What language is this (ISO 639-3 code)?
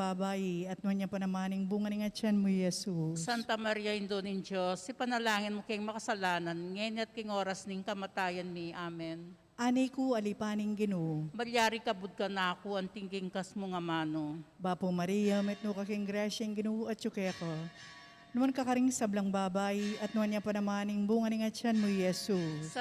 pam